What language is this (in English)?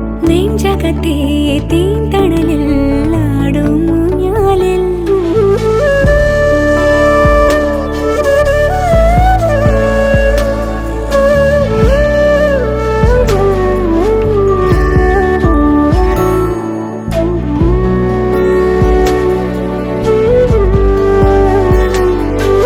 Malayalam